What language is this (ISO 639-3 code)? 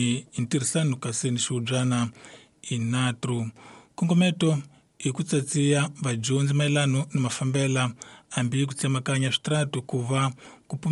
tso